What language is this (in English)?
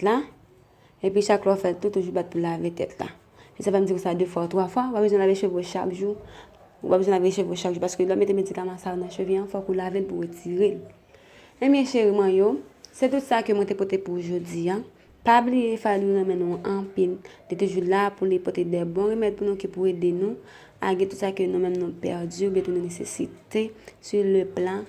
Haitian Creole